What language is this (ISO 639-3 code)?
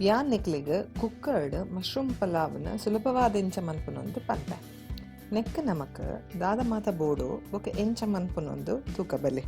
tcy